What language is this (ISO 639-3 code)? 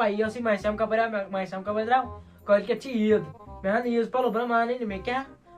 kas